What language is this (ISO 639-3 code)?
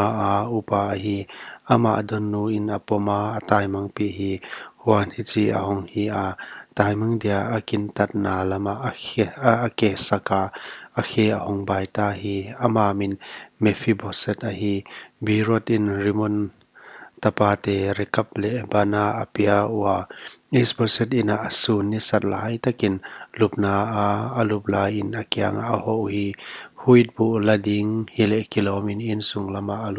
pck